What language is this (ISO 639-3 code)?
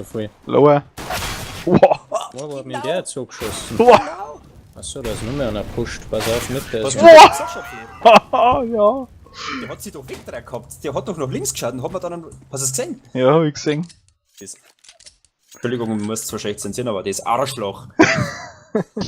bar